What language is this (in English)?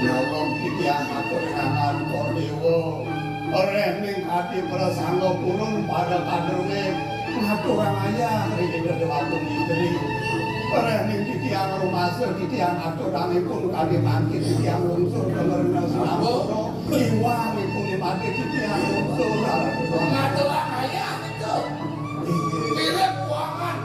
Balinese